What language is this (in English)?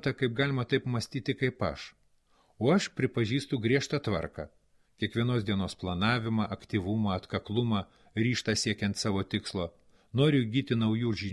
Lithuanian